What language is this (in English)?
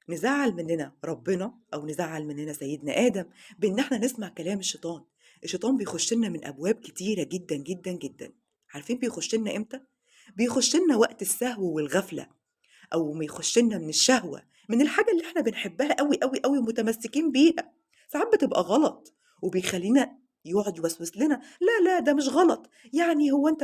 Egyptian Arabic